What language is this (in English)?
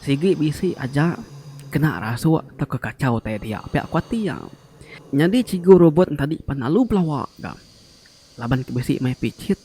Iban